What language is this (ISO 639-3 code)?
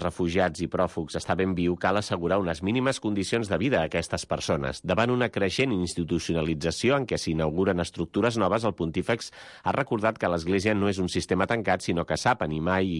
cat